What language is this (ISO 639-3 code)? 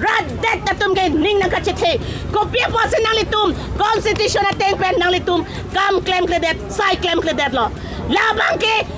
mjw